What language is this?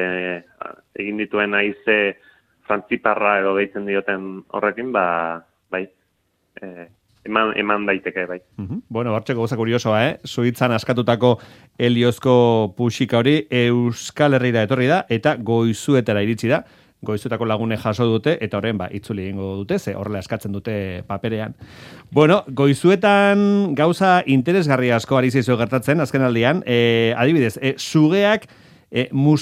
Basque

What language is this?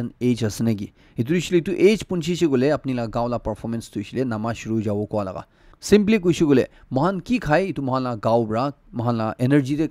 Naga Pidgin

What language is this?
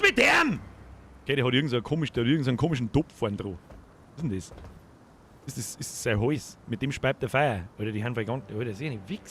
Bavarian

